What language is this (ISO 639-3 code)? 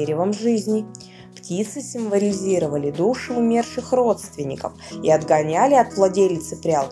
rus